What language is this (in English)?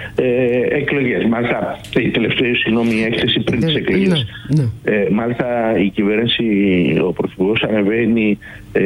Greek